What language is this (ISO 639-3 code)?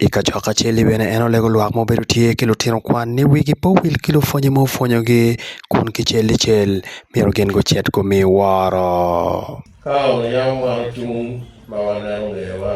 ach